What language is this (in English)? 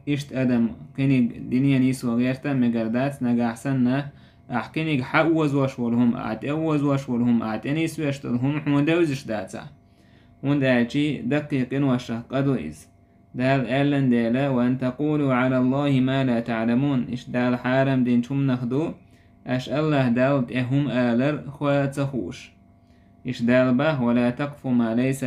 Chechen